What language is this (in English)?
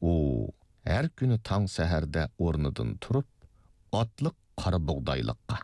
Uyghur